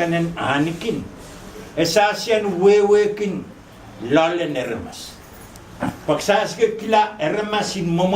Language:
Pohnpeian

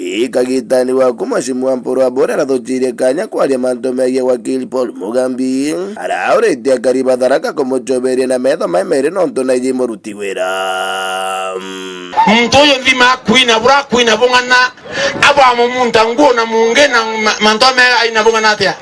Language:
Meru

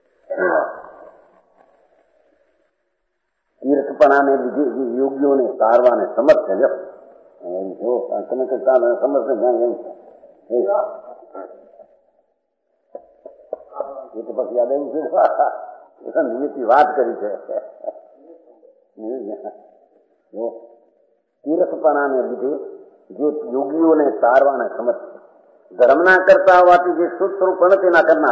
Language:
Gujarati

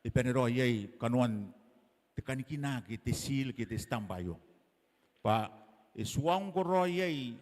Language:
Gilbertese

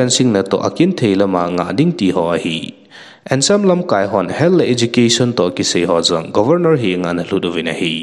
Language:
Thado Chin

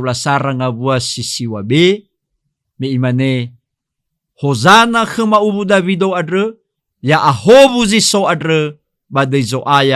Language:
Nias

